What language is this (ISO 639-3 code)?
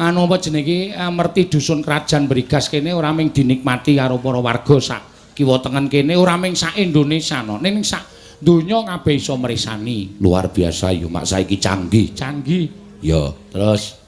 jav